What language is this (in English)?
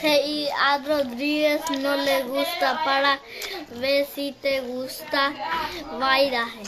Guarani